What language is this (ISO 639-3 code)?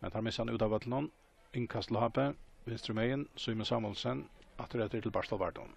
fao